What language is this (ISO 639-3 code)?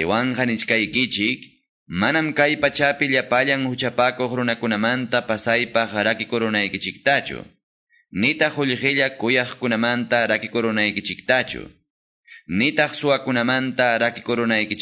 que